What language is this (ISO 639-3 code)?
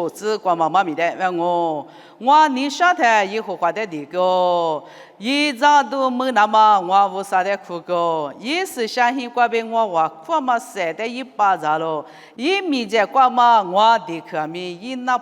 lis